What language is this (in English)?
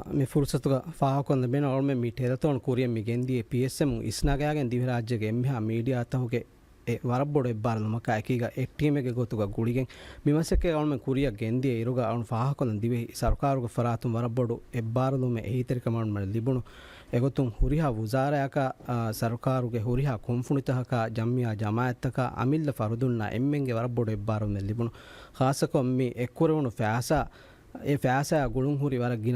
Divehi